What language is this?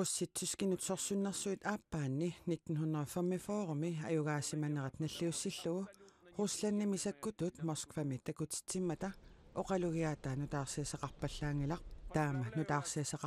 Kalaallisut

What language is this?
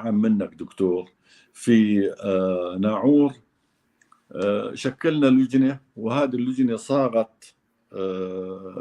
North Levantine Arabic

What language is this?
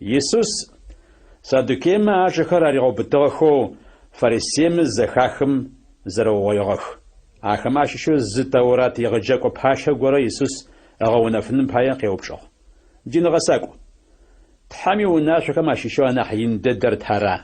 Adyghe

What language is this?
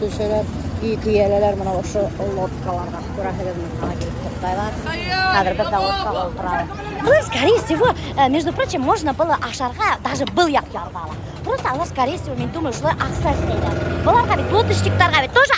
Bashkir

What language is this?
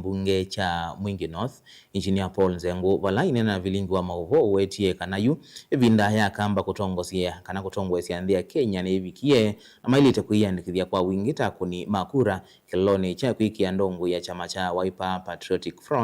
Kamba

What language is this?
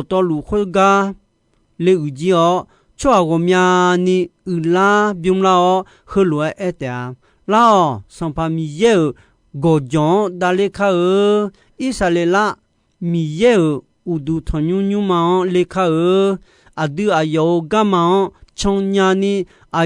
Akha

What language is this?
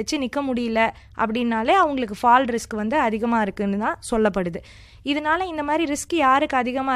Tamil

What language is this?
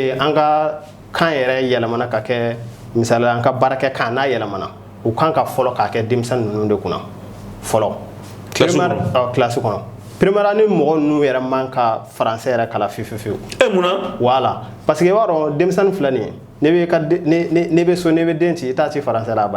Bambara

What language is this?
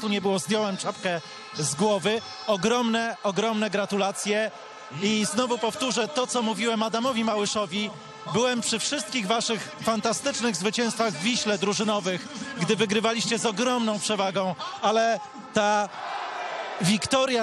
Polish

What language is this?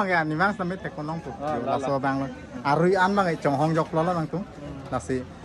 Karbi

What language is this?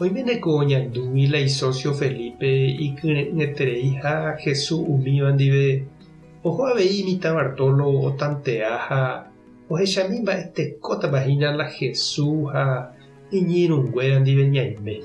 Guarani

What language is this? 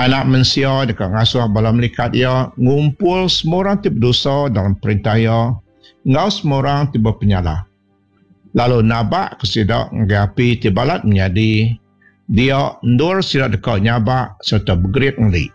Iban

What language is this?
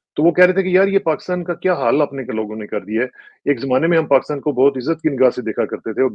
Urdu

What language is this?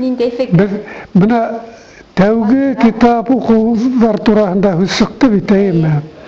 Bashkir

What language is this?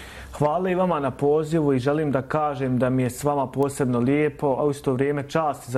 Bosnian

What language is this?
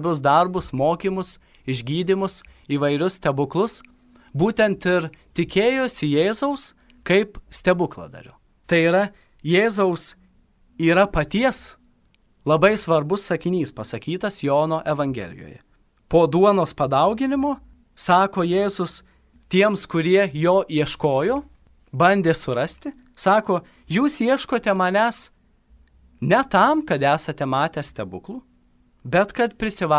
Lithuanian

